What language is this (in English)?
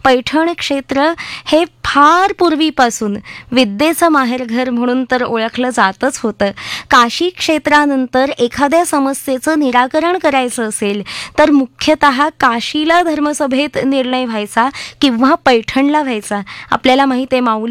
Marathi